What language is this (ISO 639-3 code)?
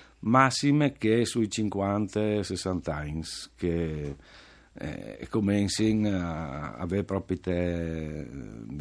fur